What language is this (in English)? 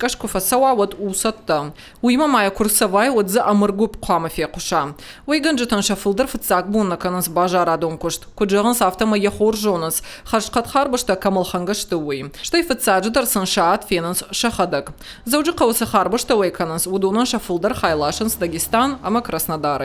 Ossetic